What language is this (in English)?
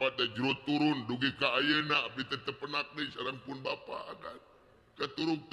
Sundanese